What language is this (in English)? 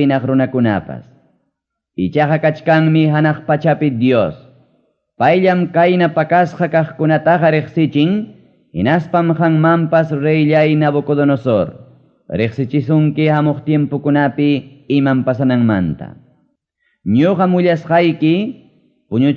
Ayacucho Quechua